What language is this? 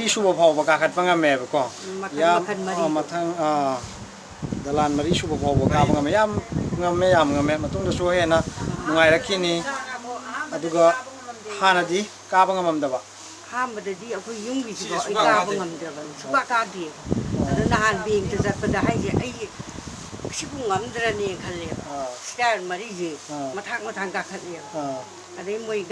Manipuri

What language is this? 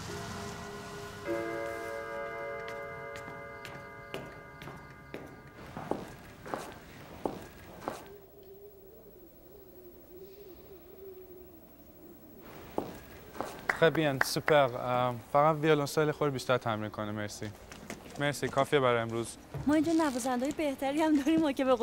Persian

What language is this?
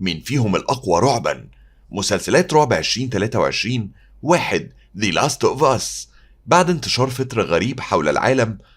Egyptian Arabic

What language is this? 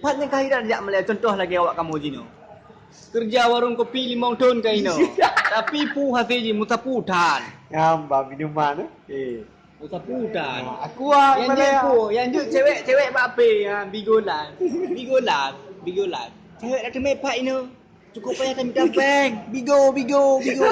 Achinese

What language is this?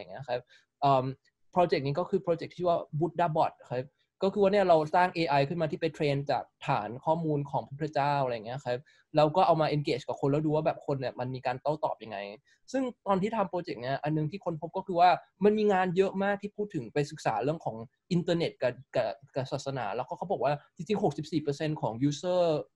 Thai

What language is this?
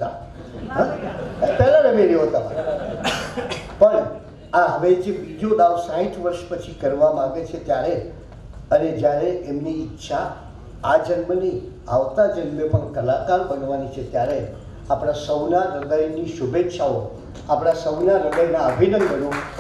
Gujarati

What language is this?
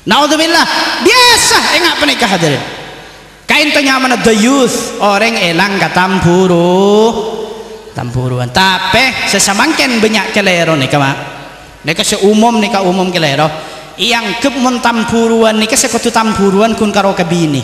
Madurese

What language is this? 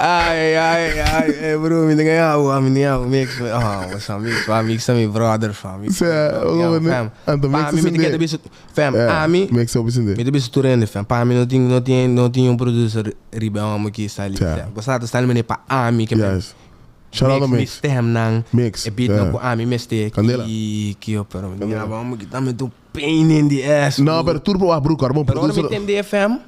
Papiamento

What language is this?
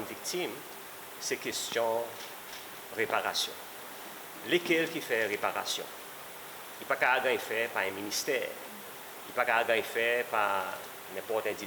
Seselwa Creole French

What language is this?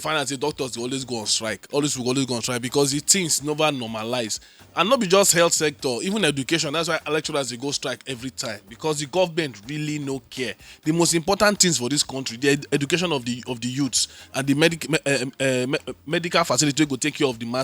Nigerian Pidgin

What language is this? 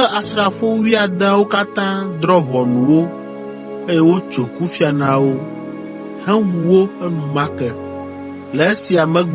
Ewe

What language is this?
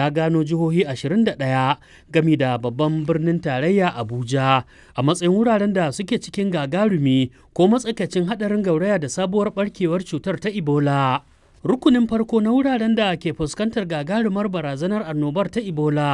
Hausa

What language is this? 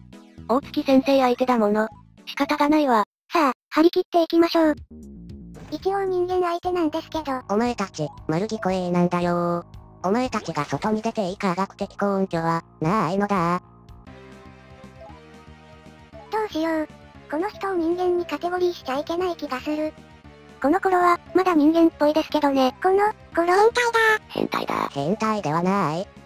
Japanese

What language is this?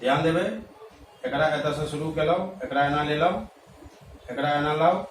Maithili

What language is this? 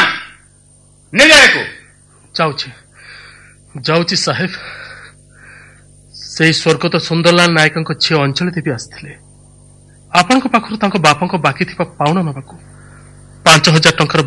Odia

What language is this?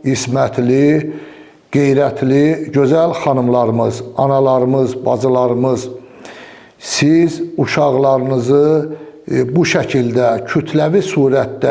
Azerbaijani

